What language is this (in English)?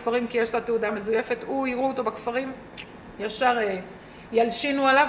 Hebrew